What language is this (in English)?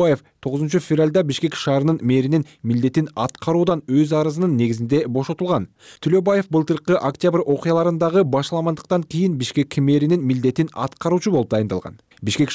Kyrgyz